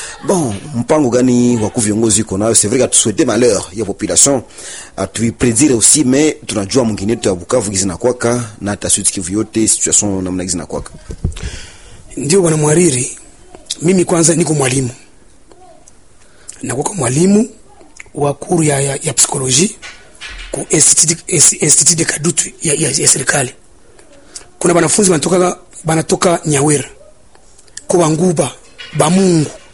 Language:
Swahili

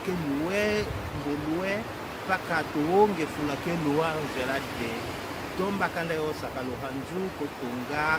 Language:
Tetela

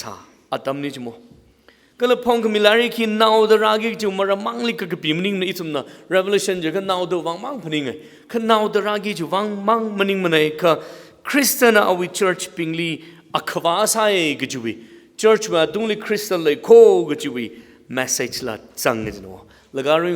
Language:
Tangkhul Naga (India)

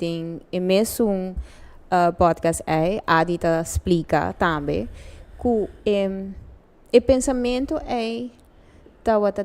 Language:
Papiamento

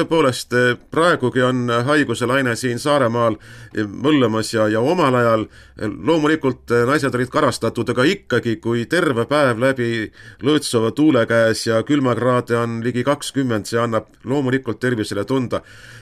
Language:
Estonian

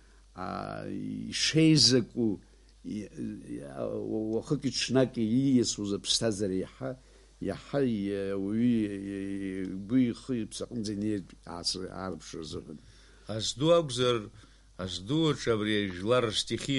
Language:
Abkhazian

